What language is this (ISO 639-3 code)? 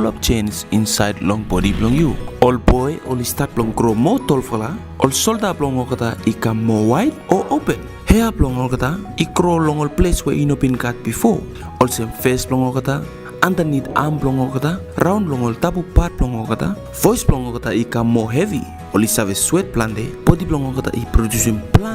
bis